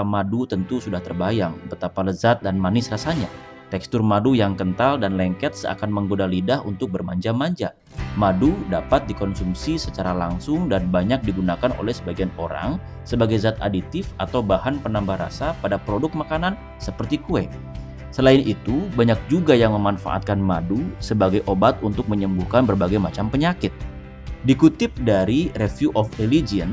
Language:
Indonesian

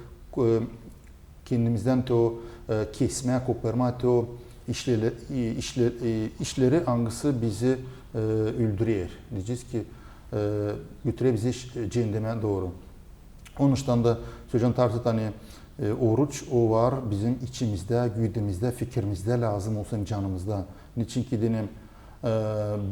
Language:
Gagauz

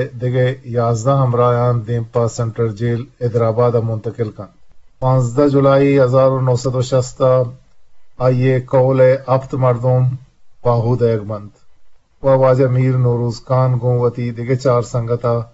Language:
Eastern Balochi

